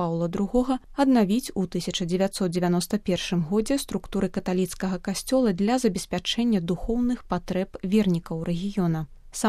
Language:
Belarusian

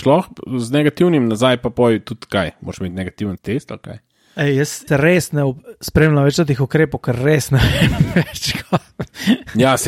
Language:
Slovenian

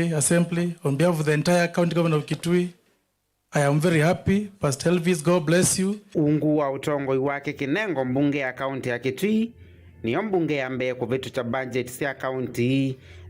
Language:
Kamba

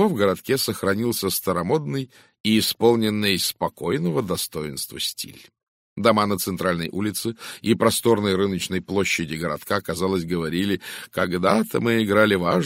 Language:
Russian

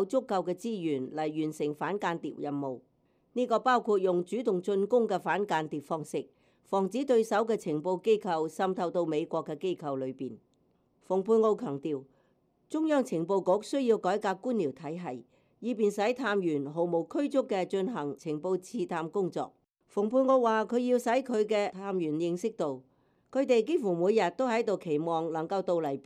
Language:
Cantonese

